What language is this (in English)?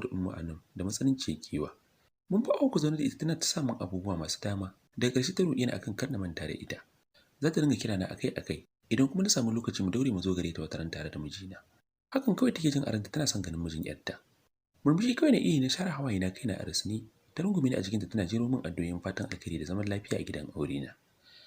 Hausa